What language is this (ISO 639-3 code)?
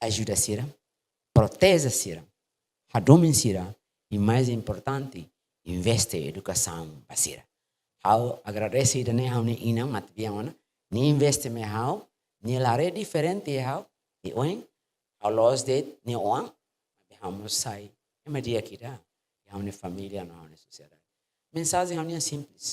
tet